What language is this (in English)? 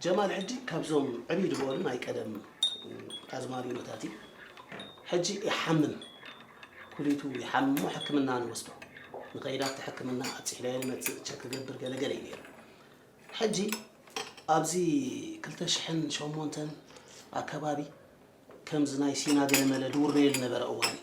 Tigrinya